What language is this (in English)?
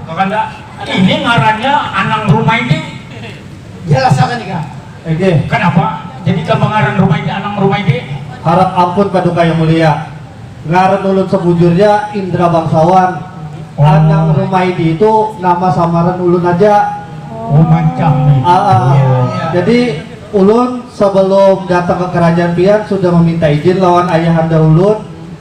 Banjar